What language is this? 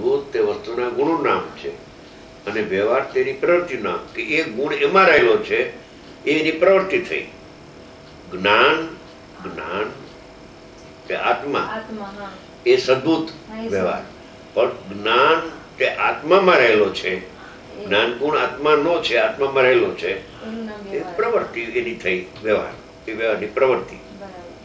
Gujarati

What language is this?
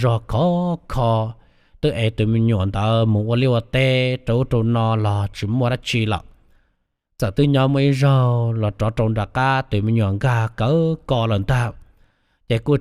Hmong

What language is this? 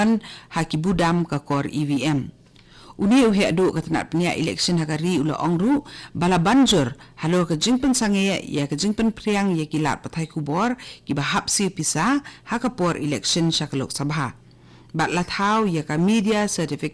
Khasi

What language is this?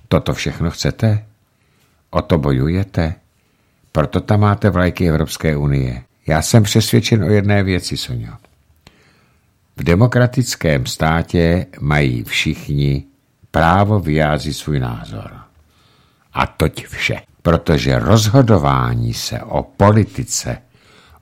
Czech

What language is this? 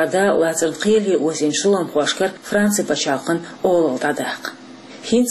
Chechen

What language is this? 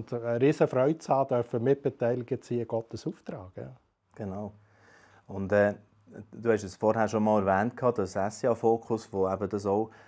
Swiss German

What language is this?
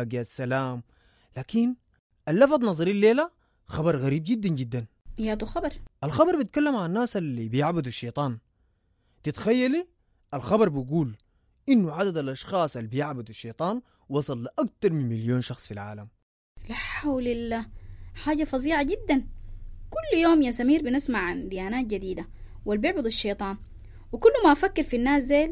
Sudanese Arabic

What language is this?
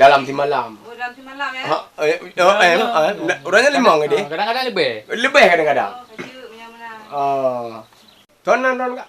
Achinese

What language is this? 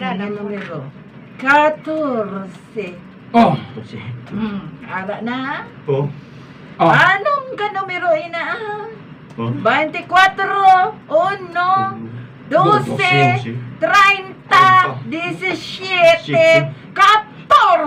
Hiligaynon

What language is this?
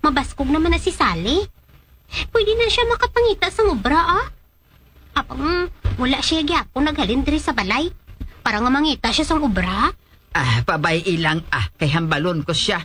Hiligaynon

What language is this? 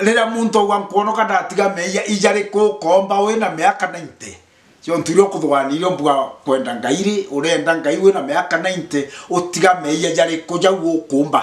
Meru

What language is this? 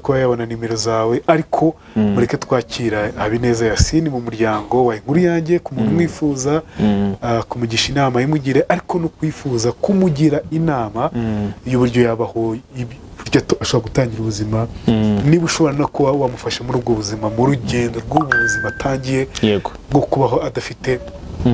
Kinyarwanda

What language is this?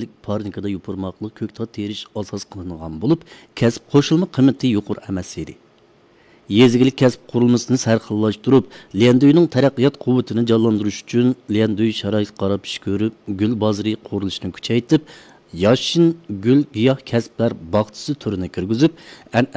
Uyghur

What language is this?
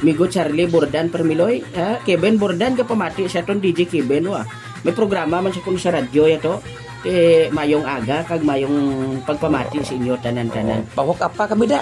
Hiligaynon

